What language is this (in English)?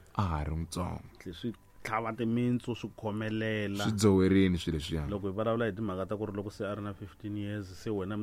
Tsonga